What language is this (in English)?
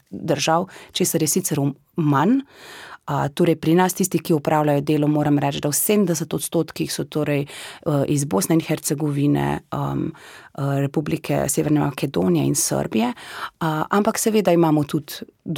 Slovenian